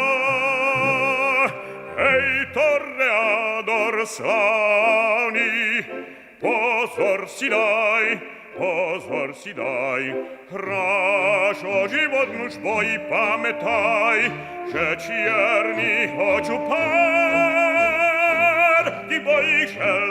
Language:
Slovak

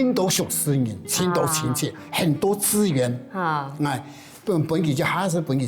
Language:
Hakka Chinese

